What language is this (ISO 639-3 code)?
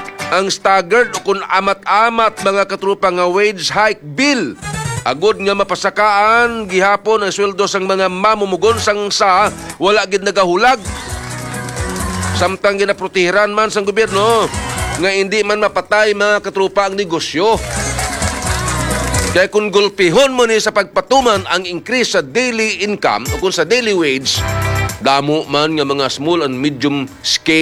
hil